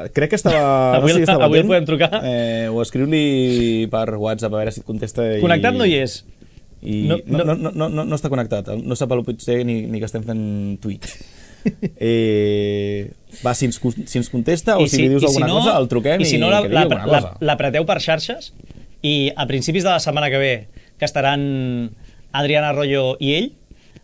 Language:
Catalan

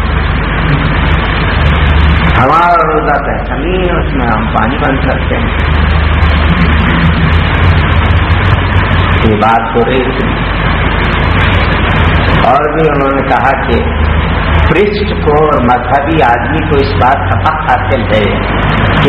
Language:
Urdu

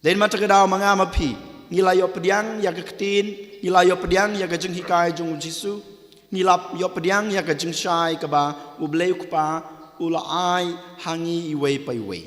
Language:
Khasi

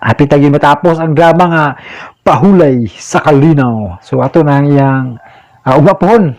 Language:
Cebuano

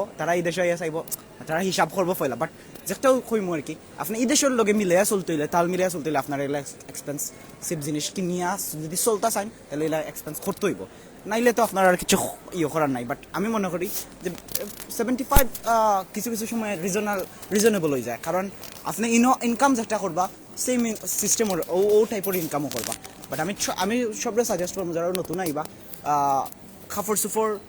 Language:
Sylheti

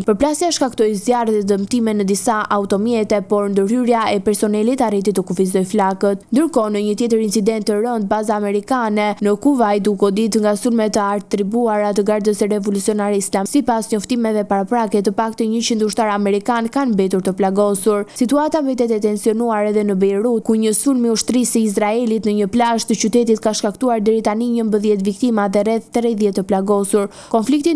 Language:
Albanian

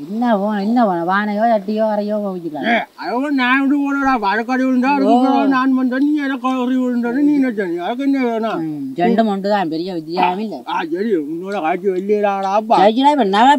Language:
Tamil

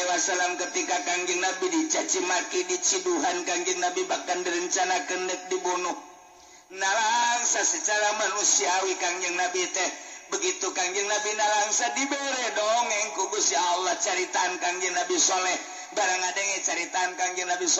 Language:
Sundanese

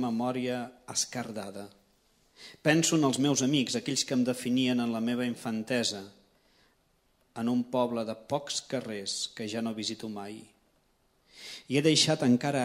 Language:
Catalan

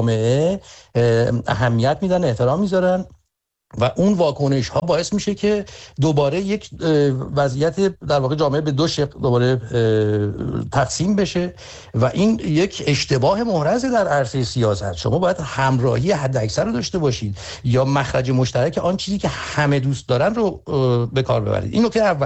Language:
Persian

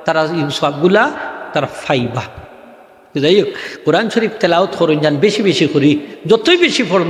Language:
Sylheti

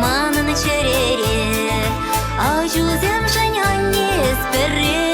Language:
Chuvash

